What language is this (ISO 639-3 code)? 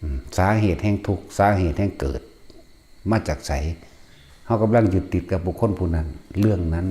tts